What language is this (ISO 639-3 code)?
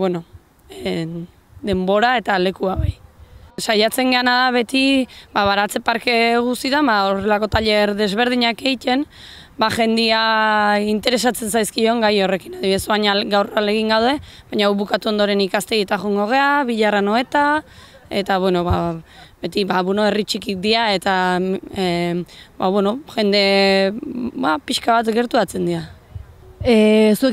eus